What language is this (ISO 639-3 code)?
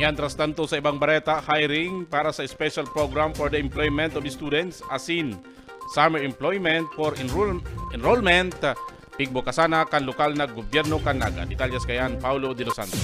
bik